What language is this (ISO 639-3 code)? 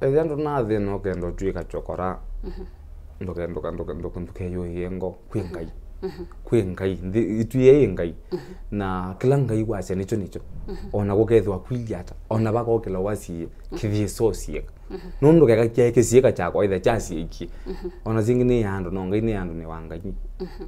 kam